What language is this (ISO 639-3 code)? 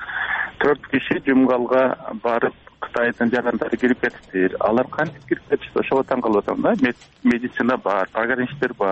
kir